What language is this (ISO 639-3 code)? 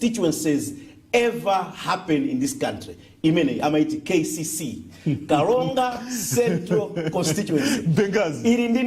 nya